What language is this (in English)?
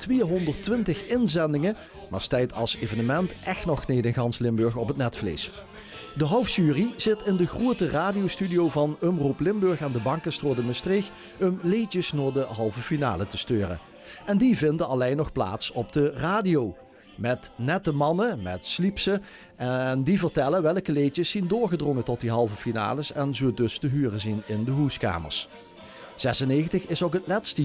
Limburgish